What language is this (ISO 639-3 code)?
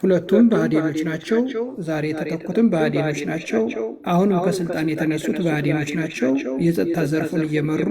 amh